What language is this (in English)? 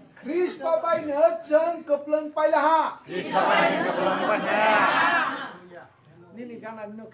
Kok Borok